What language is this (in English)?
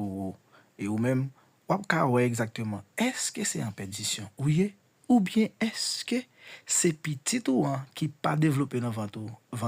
Haitian Creole